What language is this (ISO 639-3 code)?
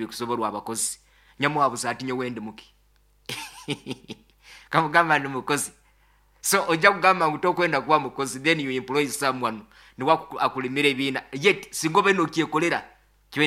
nyo